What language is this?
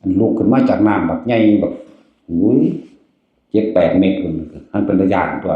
Northeastern Thai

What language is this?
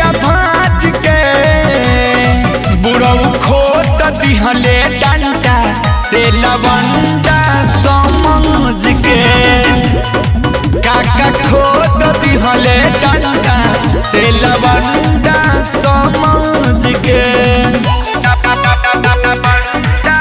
Bhojpuri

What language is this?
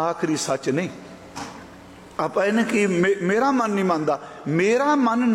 Punjabi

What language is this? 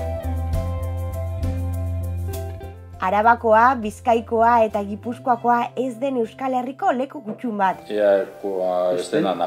Basque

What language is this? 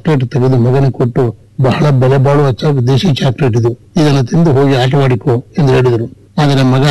Kannada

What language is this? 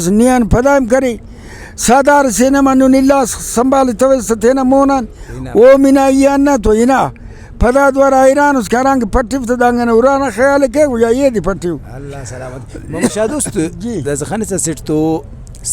Brahui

